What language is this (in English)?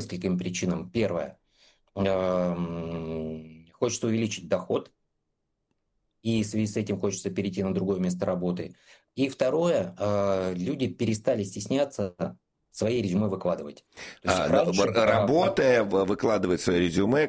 Russian